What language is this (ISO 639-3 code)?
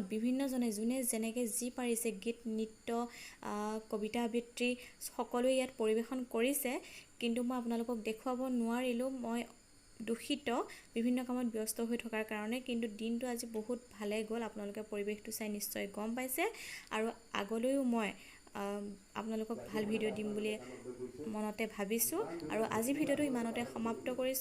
asm